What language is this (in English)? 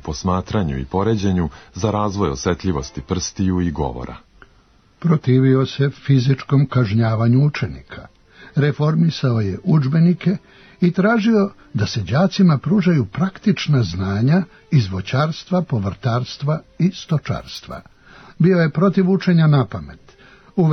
Serbian